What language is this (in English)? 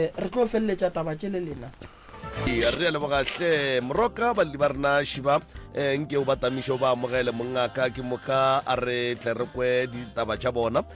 Northern Sotho